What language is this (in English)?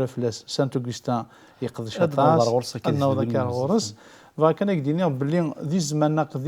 Kabyle